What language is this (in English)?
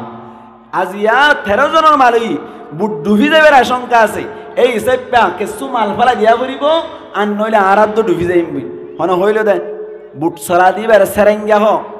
Rohingya